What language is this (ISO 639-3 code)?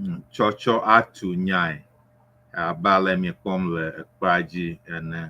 ewe